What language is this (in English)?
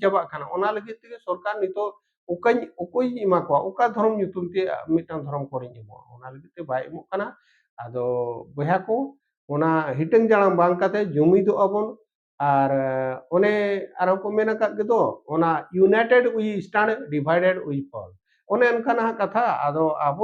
Santali